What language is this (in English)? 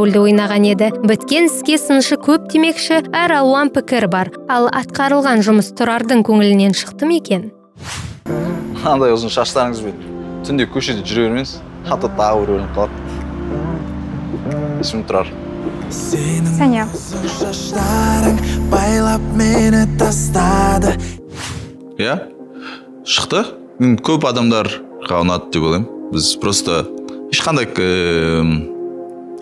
Kazakh